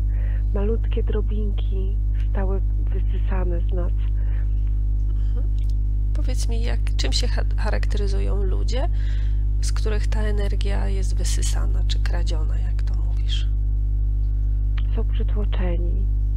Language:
Polish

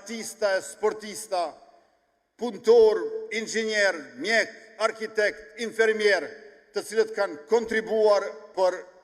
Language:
Albanian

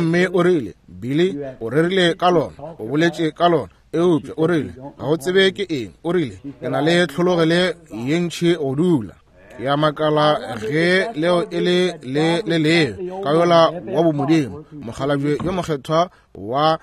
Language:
Northern Sotho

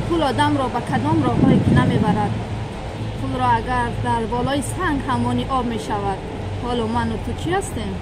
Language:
Tajik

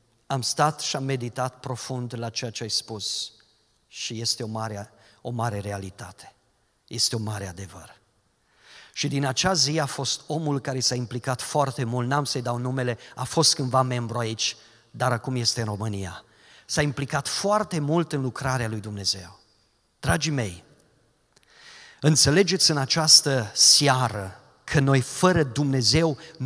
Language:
Romanian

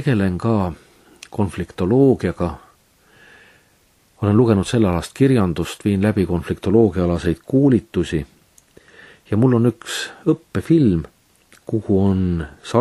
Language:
Estonian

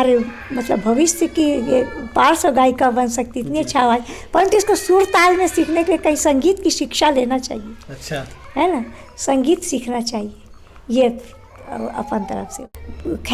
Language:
Chhattisgarhi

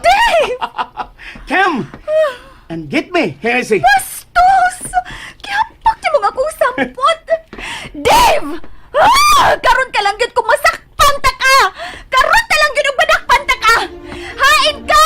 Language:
Cebuano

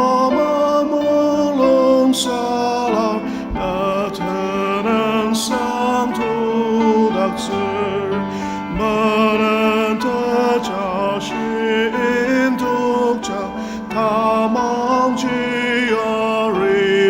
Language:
Ao Naga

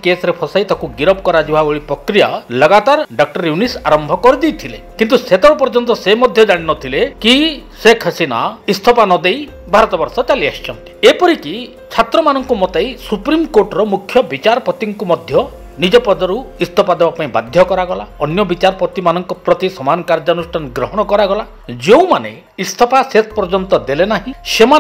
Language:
Odia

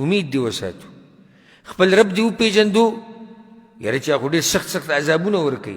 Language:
Pashto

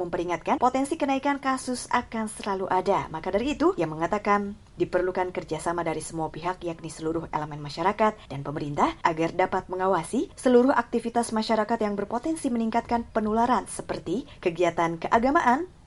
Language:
Indonesian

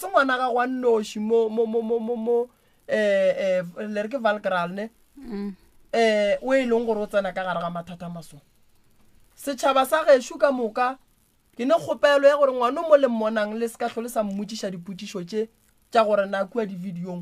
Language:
Northern Sotho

